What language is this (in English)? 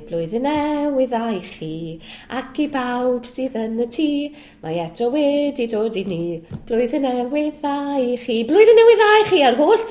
Welsh